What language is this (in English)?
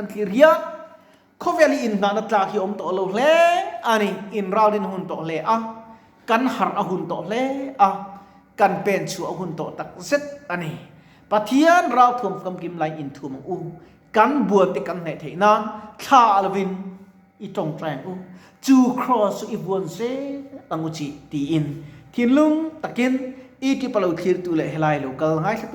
Mizo